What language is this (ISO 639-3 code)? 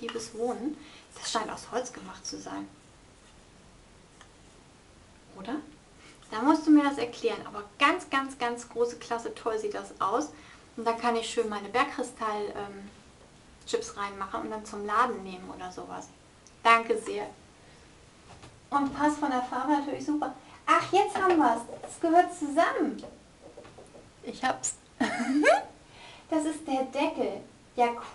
deu